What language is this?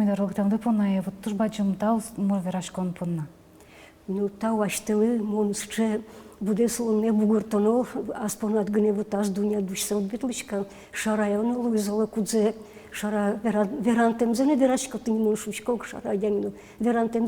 Udmurt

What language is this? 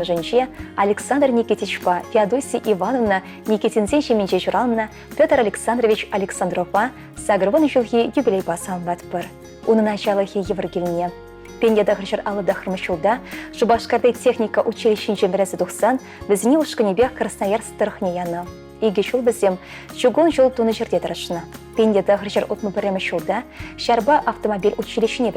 Chuvash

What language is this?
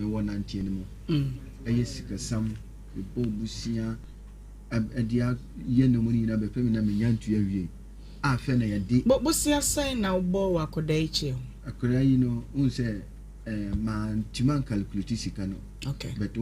Akan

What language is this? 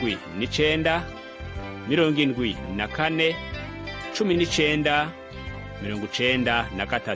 Rundi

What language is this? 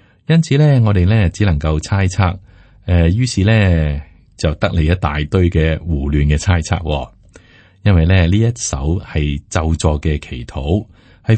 Cantonese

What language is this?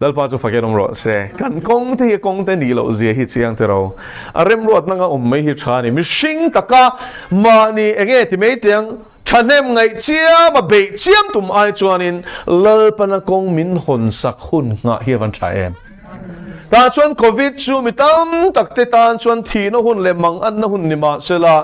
Mizo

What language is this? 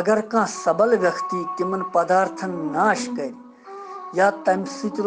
Kashmiri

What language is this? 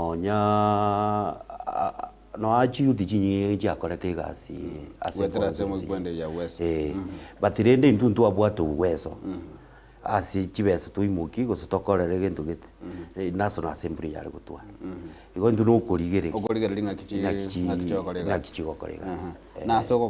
Gusii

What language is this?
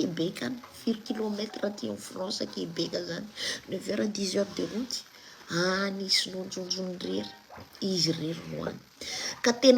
Malagasy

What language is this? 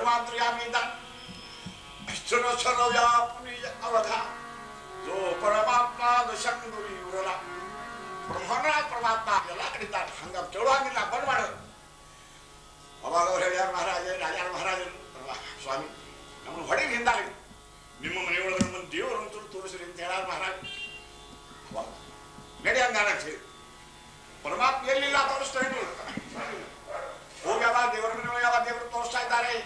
Kannada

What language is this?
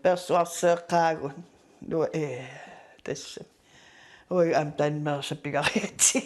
Kalaallisut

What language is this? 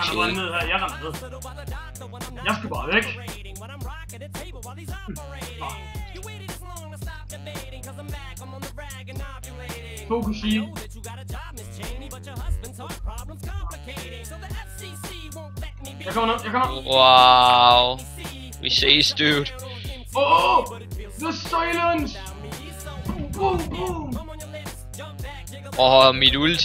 Danish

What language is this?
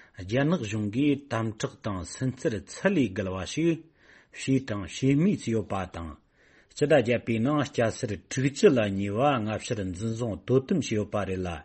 Tibetan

